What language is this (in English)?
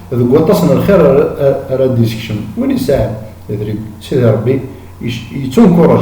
Kabyle